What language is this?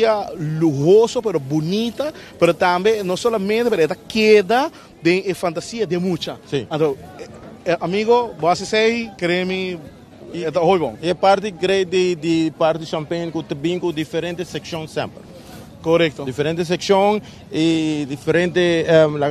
Papiamento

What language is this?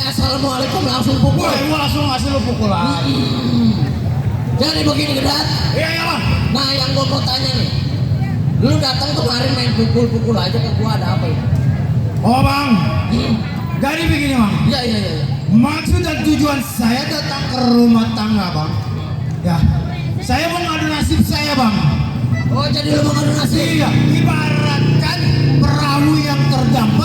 Betawi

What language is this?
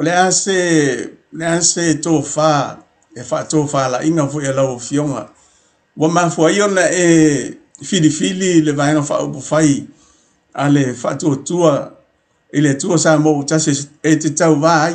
Samoan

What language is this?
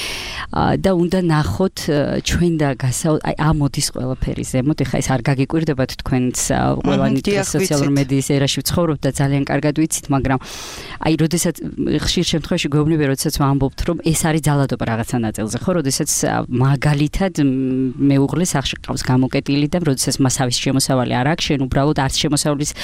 Georgian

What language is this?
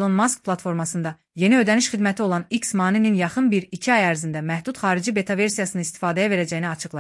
Azerbaijani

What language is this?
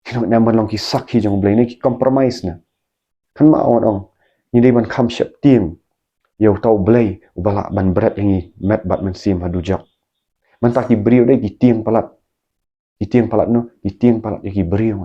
Khasi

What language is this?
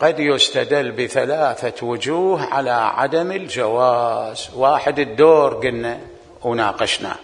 Mesopotamian Arabic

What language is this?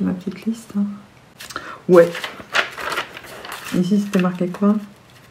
French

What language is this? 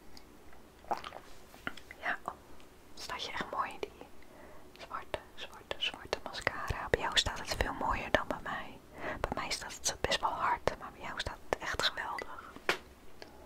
Dutch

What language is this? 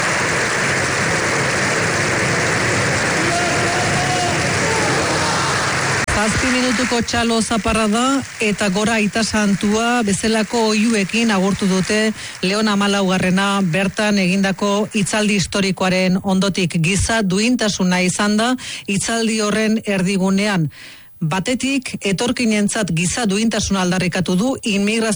Basque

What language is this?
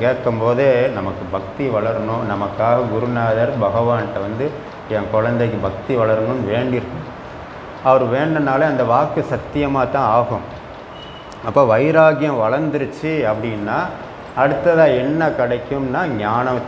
Tamil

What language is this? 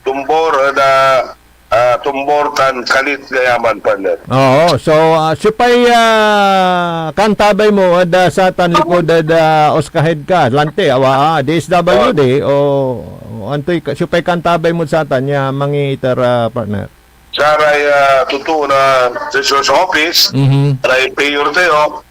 Pangasinan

